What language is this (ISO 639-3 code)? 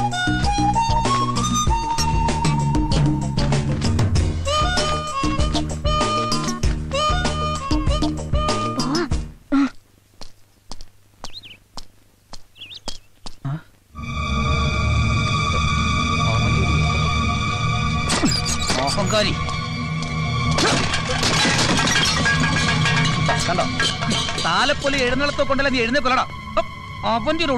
mal